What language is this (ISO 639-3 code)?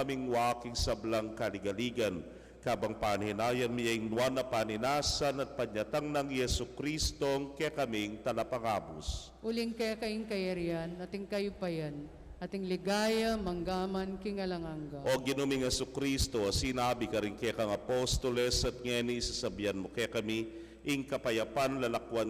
pam